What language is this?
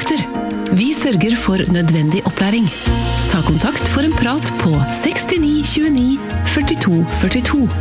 Norwegian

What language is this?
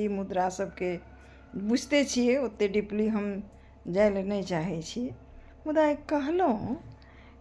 Maithili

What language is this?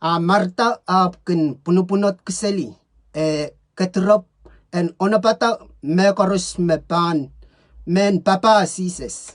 Pohnpeian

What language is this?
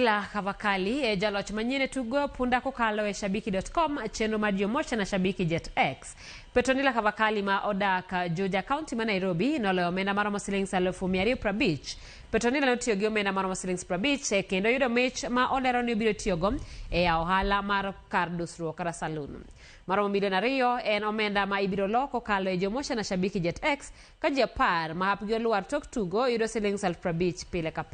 Luo (Kenya and Tanzania)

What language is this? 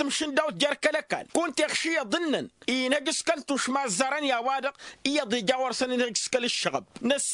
Tamasheq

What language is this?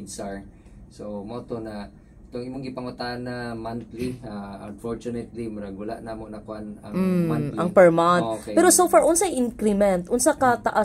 Cebuano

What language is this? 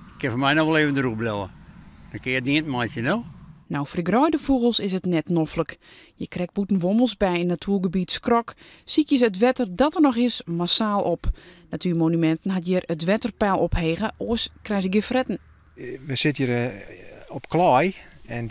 Western Frisian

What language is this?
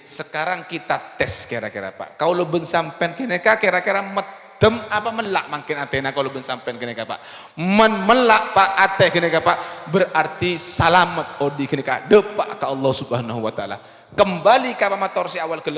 Madurese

